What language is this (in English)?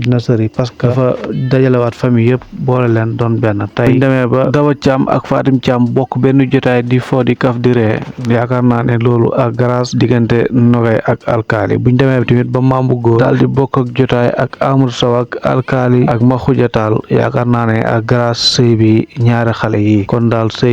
Wolof